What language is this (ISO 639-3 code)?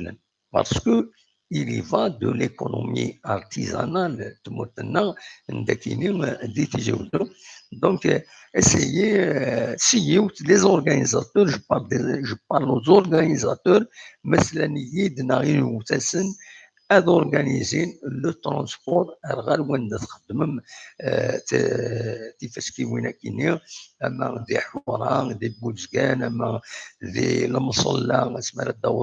kab